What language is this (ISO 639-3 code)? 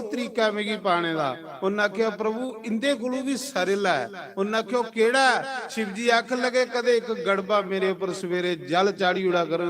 doi